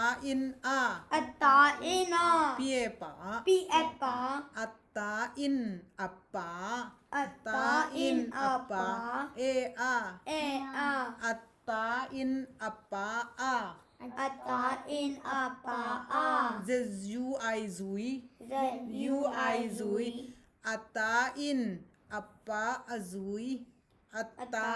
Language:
Tedim Chin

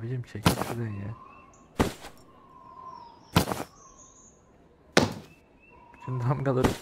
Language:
Turkish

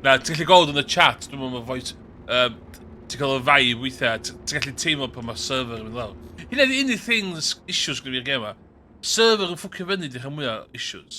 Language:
Welsh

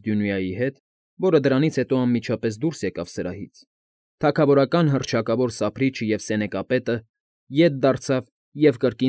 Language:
Armenian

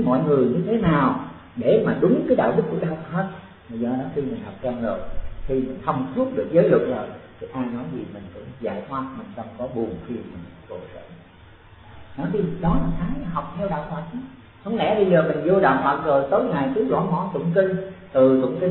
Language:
Vietnamese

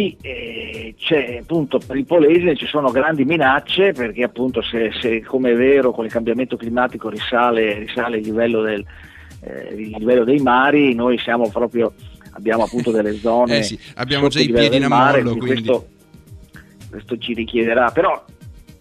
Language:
Italian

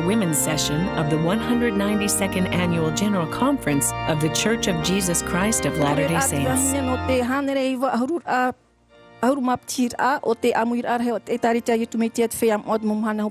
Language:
Tahitian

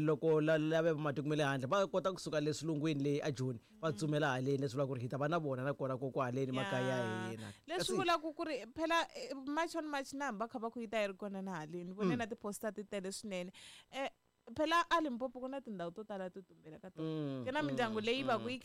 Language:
Tsonga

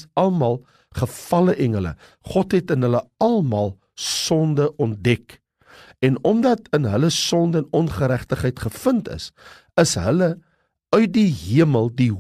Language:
Afrikaans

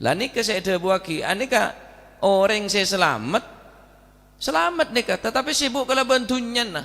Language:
Madurese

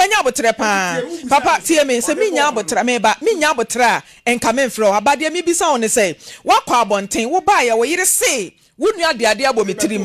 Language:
Akan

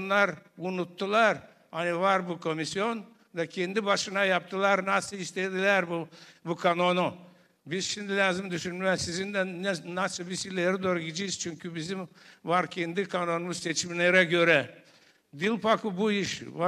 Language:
Gagauz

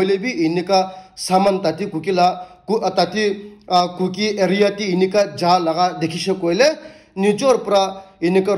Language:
Naga Pidgin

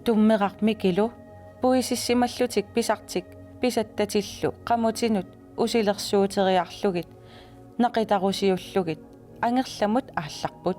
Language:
Kalaallisut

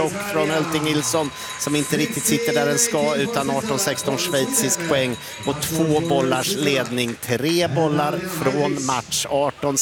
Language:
Swedish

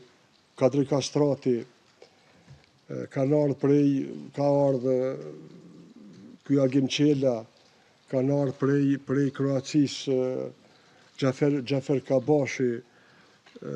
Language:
Albanian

